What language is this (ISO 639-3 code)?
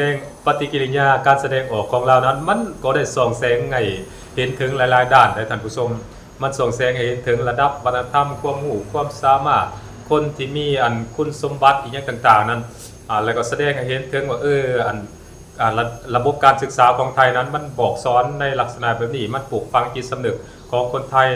lao